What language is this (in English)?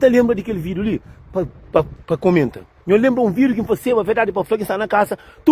Kabuverdianu